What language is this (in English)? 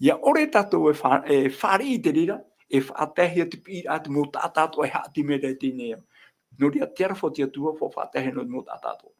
Tahitian